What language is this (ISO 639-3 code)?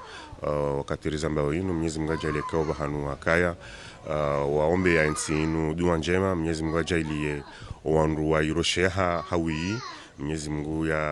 zdj